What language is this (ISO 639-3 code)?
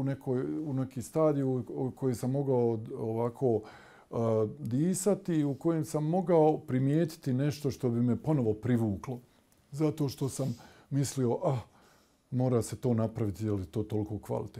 bos